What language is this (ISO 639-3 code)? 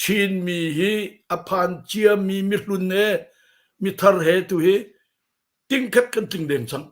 cnh